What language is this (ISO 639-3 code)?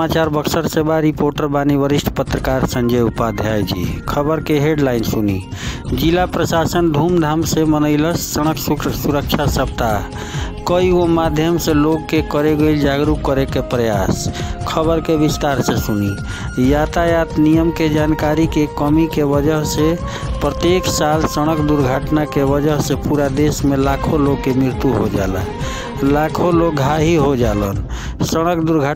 bho